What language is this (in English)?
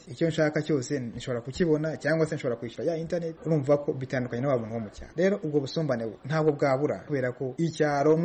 Kinyarwanda